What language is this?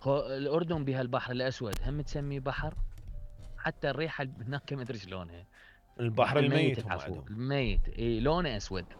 Mesopotamian Arabic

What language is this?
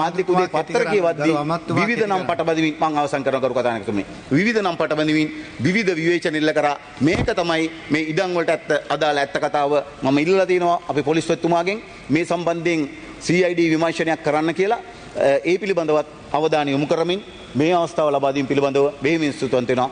Sinhala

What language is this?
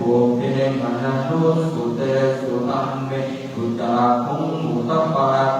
Pali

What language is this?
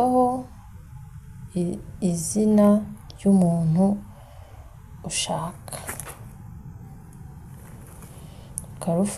Kinyarwanda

